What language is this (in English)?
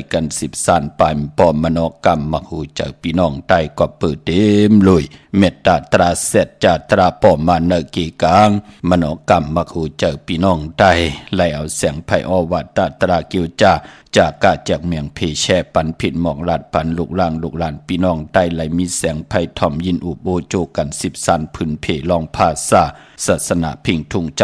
Shan